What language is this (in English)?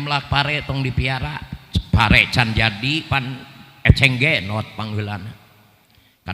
Sundanese